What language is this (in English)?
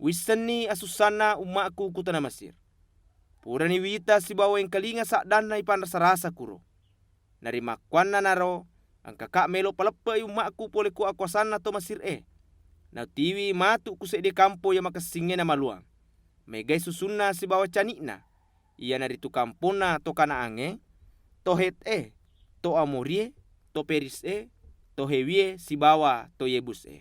Buginese